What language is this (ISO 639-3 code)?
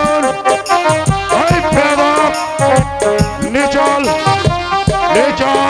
ben